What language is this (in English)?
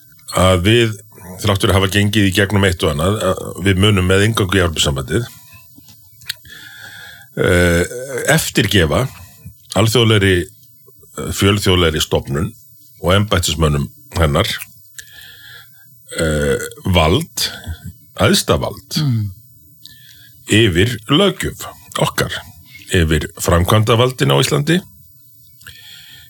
Icelandic